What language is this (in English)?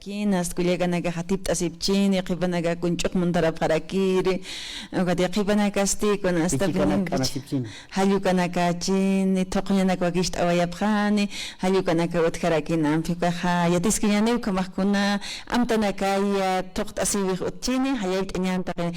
Aymara